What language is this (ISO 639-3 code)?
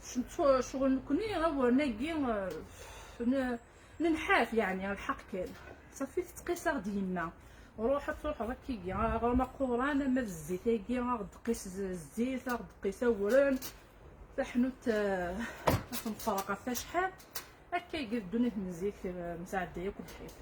kab